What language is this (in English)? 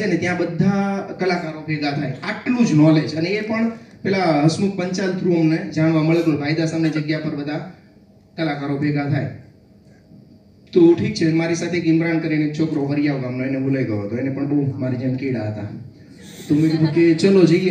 Gujarati